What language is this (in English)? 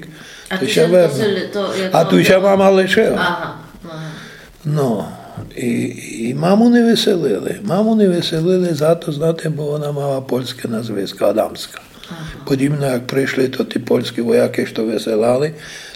Rusyn